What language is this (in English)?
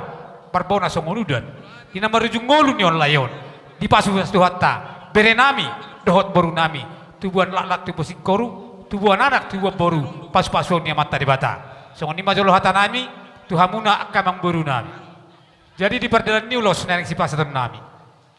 Batak Toba